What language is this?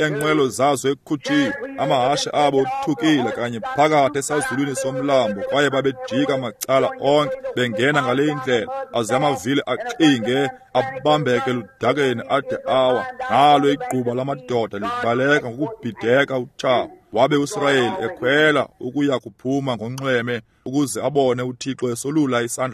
Xhosa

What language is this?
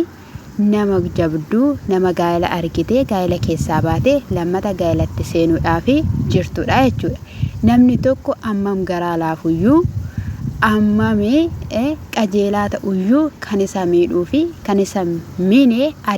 Oromo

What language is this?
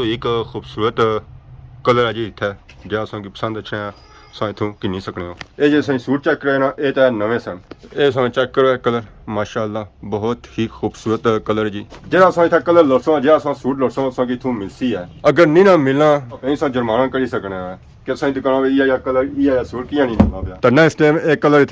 Pahari-Potwari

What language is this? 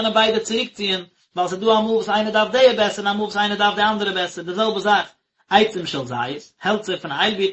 Yiddish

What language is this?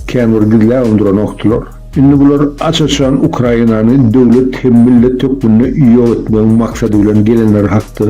Turkmen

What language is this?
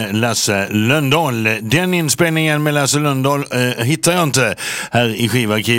Swedish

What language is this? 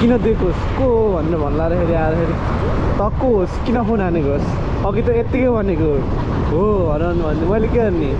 Nepali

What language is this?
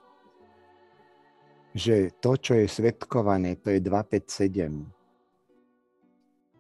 Slovak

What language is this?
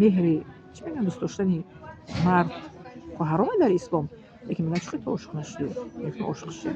Tajik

